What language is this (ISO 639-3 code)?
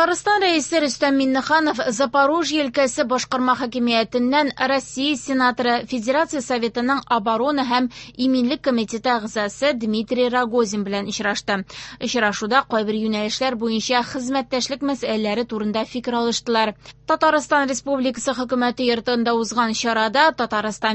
tat